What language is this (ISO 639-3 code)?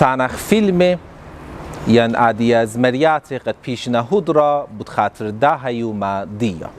aii